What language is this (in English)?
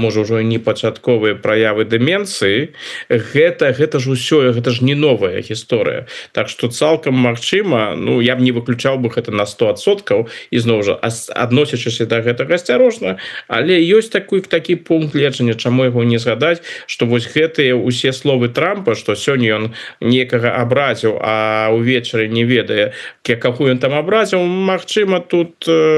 Belarusian